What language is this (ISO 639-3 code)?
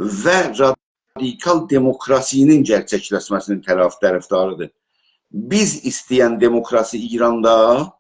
azb